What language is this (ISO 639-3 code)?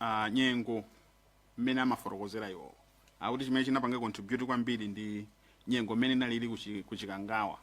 nya